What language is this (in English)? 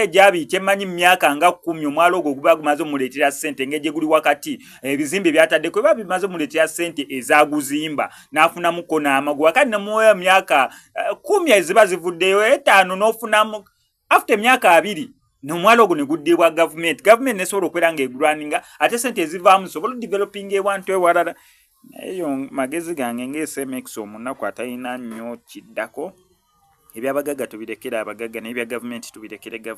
Ganda